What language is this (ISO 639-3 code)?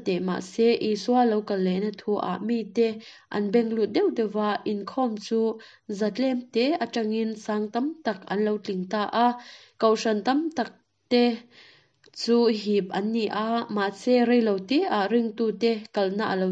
lus